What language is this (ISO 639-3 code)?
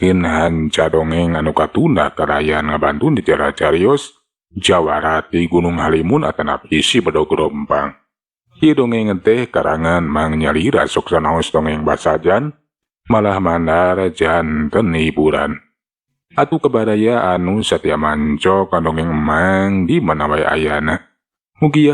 sun